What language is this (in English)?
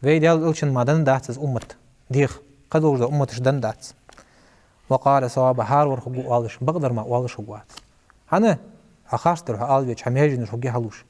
Ingush